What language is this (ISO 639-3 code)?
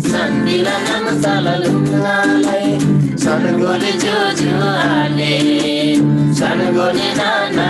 taj